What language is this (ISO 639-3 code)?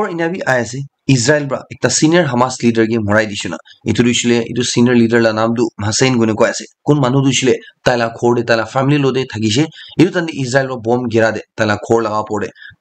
nag